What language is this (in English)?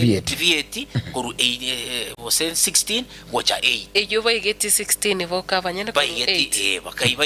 Gusii